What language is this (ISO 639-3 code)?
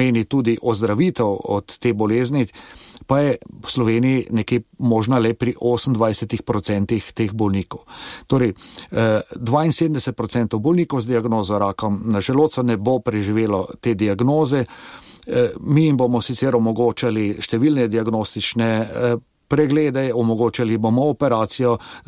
slv